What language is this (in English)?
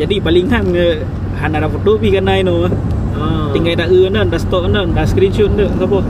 Achinese